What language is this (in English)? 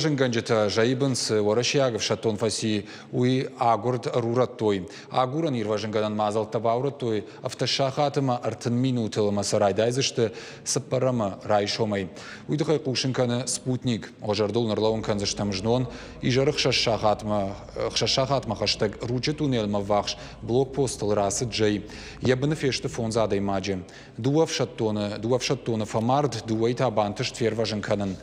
Ossetic